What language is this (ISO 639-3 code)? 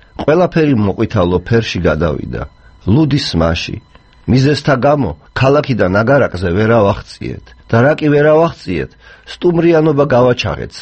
kat